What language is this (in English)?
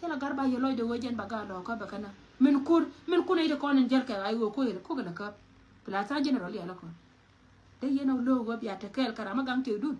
Nuer